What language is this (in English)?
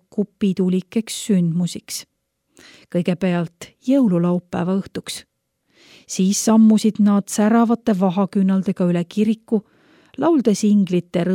Estonian